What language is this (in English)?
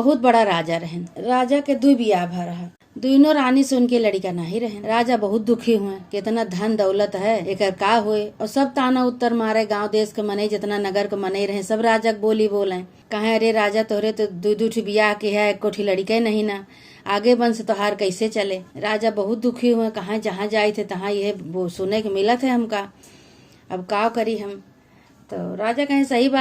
Awadhi